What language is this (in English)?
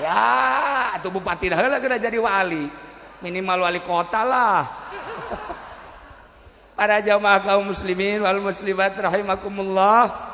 Sundanese